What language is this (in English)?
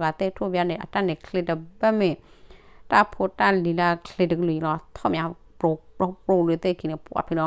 S'gaw Karen